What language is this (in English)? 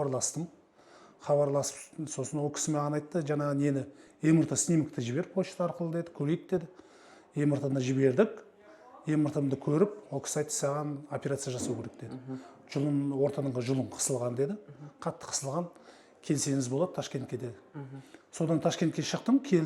Kazakh